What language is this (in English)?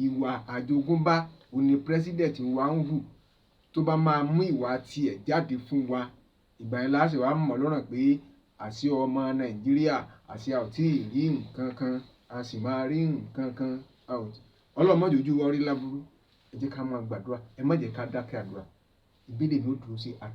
Yoruba